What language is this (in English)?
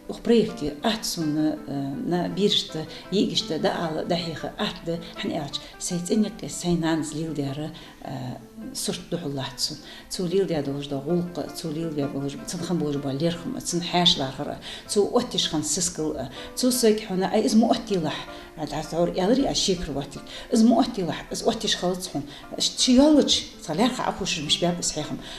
Ingush